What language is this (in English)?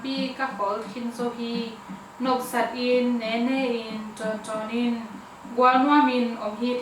Tedim Chin